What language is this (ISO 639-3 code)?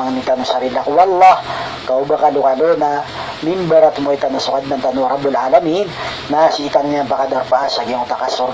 mrw